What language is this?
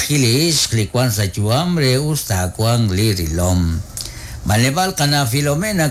Kekchí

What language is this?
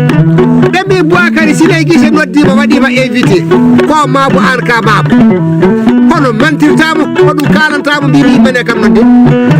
Fula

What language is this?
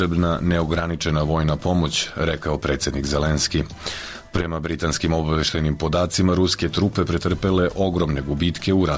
Serbian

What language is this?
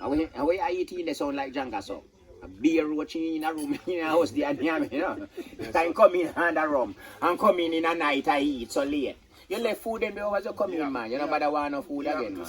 Jamaican Creole English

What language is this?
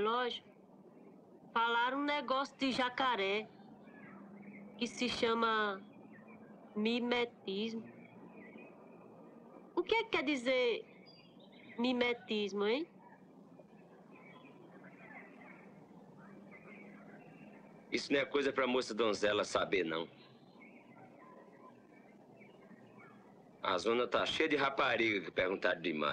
Portuguese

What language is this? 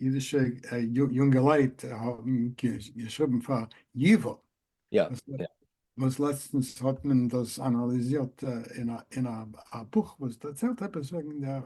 Yiddish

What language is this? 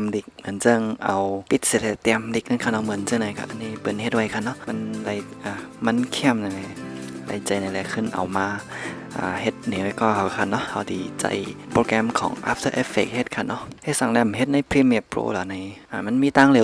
Shan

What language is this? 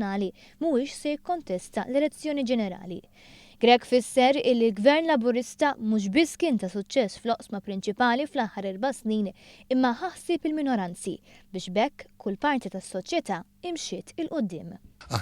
Maltese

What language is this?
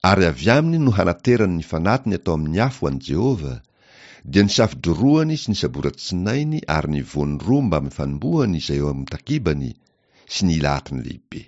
Malagasy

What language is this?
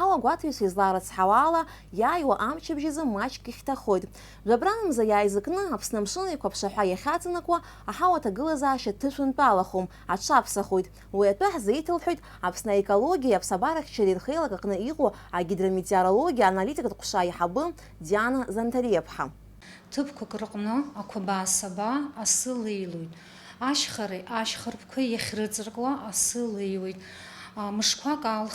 Abkhazian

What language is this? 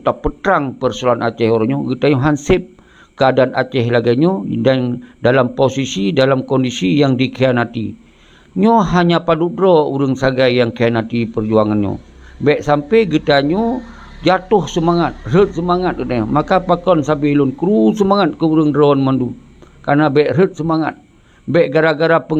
Achinese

